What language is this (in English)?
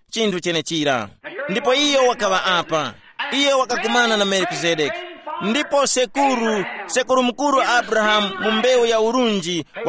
Tumbuka